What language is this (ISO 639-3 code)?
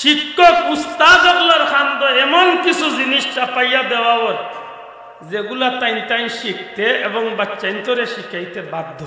syl